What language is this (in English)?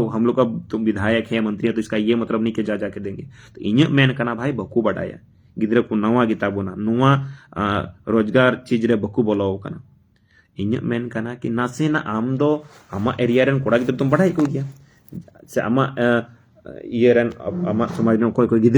Santali